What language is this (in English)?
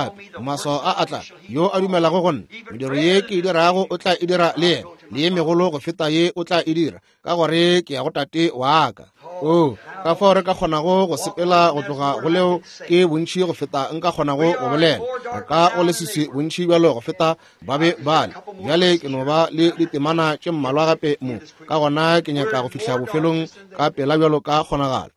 Northern Sotho